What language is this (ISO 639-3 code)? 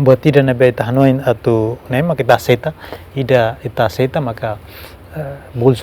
tet